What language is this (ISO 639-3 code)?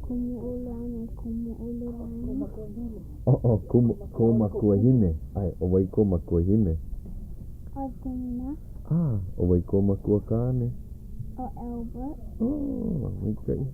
haw